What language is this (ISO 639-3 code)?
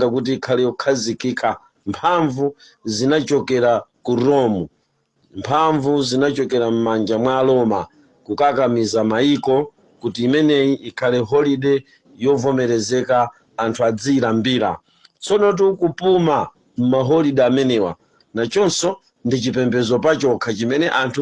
nya